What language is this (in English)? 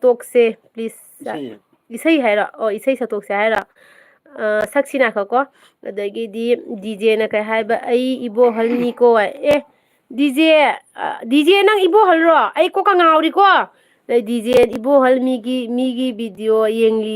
Manipuri